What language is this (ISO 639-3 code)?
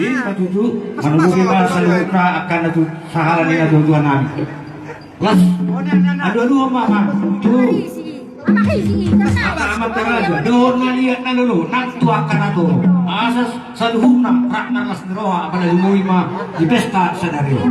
bbc